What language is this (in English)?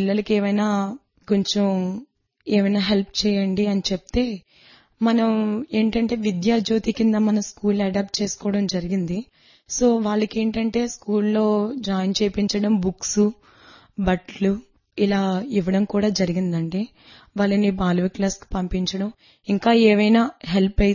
Telugu